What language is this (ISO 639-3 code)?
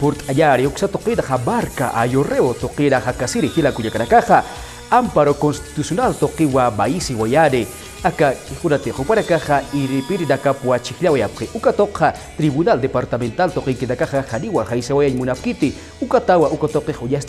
aym